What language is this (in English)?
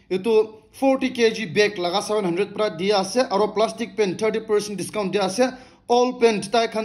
Naga Pidgin